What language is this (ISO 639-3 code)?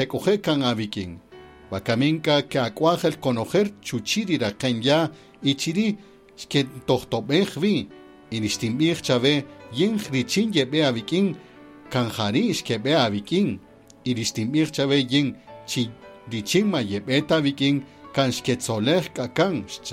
cak